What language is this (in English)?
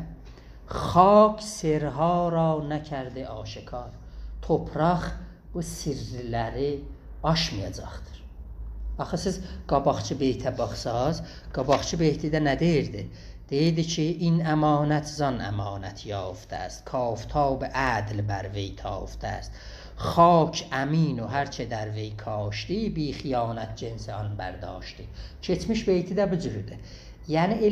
South Azerbaijani